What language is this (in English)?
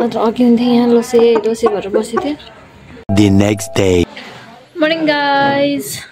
Nepali